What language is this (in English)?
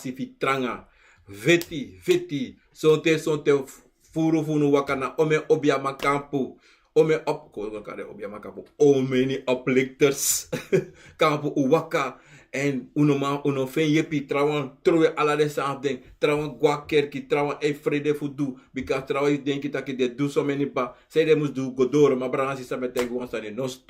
Sranan Tongo